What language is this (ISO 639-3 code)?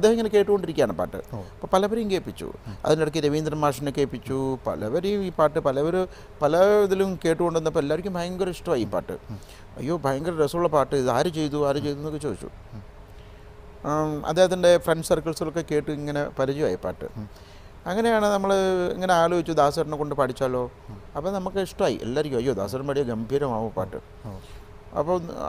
mal